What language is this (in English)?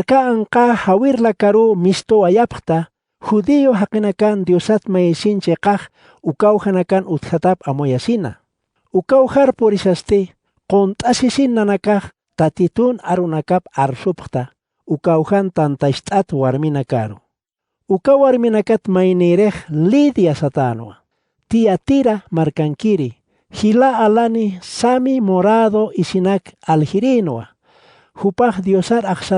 Aymara